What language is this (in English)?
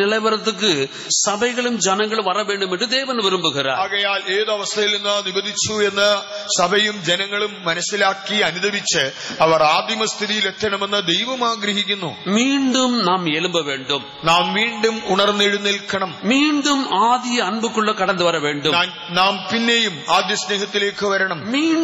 Malayalam